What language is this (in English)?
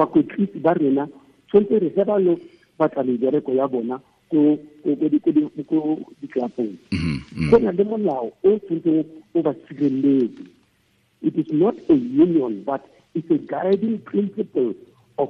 Tswana